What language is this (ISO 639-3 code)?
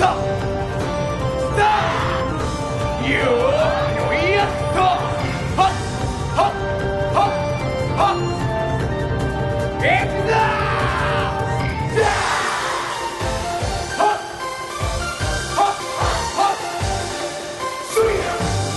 jpn